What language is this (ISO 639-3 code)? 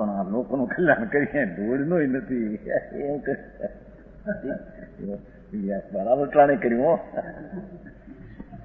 guj